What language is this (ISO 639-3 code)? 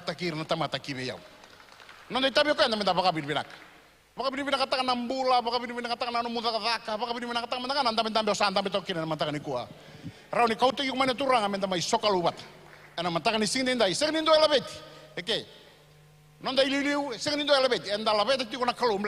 fij